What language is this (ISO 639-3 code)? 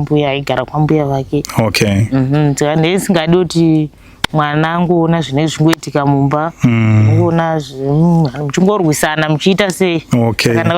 sna